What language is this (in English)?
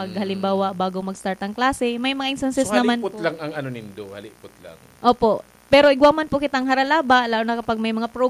Bikol